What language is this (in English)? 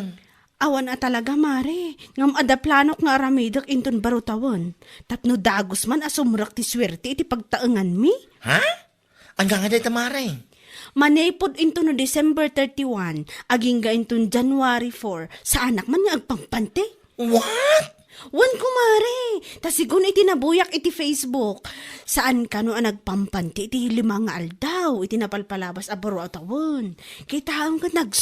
Iloko